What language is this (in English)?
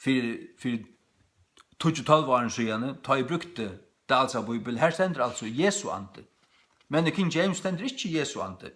Faroese